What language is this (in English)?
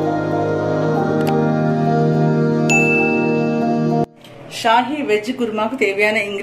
Tamil